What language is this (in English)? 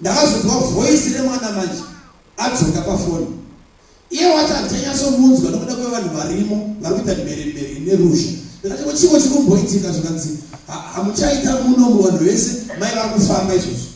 Shona